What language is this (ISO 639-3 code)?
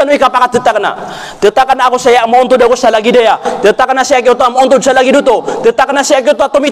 mrw